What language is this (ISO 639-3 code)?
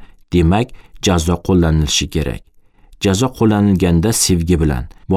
uzb